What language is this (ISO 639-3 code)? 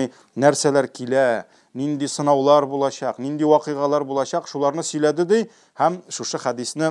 tat